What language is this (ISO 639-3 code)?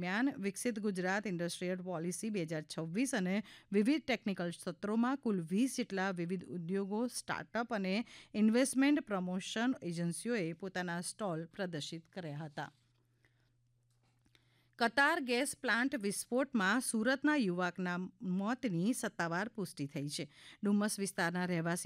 guj